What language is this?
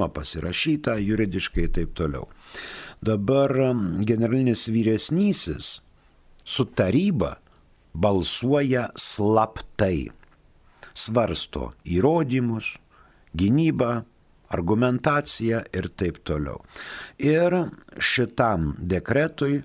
Lithuanian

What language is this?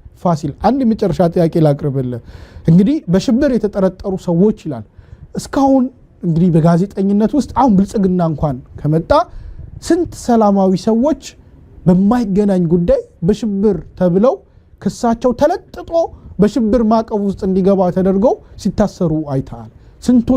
Amharic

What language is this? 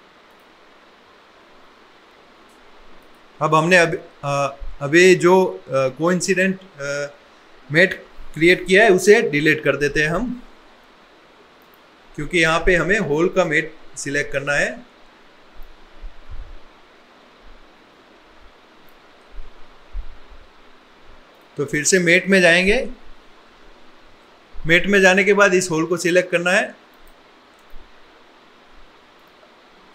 Hindi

